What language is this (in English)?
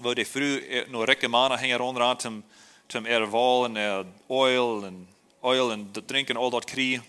Plautdietsch